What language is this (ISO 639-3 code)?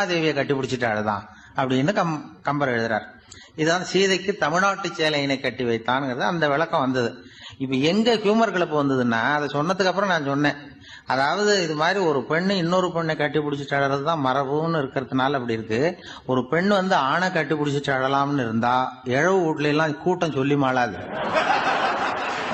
tam